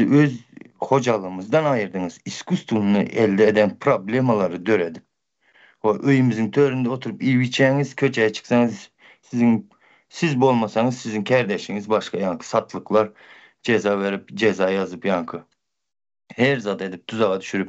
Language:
Turkmen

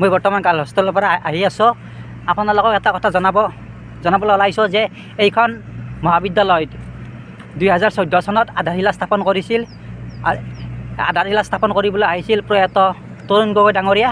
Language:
Assamese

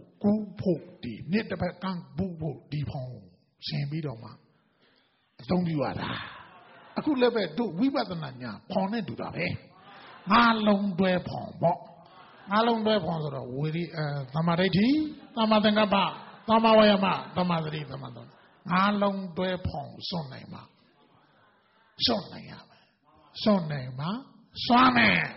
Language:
Burmese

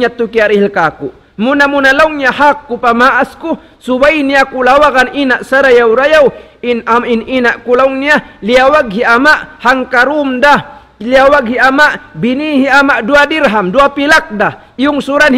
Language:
Tausug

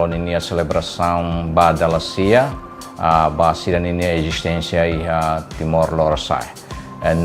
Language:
Tetum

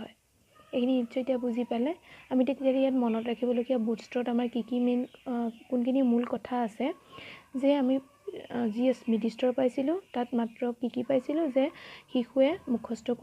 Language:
Assamese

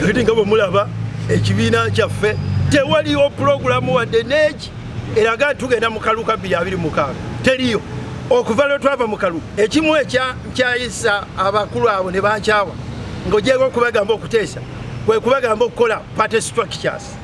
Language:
Ganda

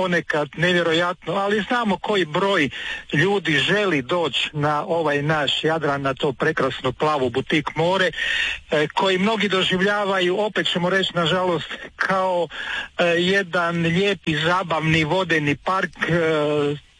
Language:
Croatian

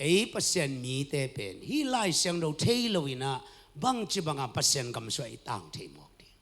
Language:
Tedim Chin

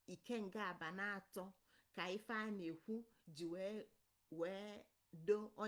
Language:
Igbo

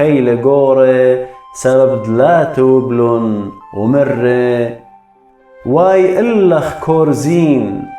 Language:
Assyrian Neo-Aramaic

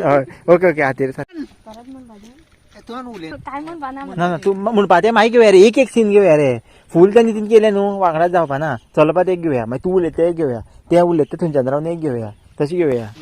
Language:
Konkani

